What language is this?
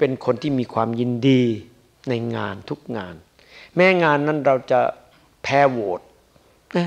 Thai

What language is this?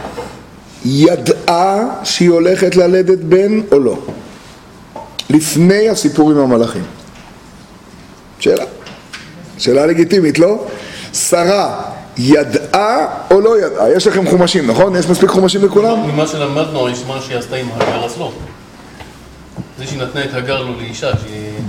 Hebrew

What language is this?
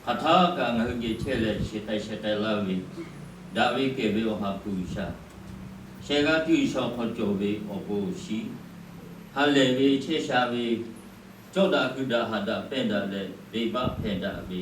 Lahu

